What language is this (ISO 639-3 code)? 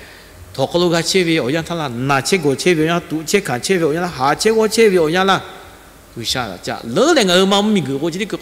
lhu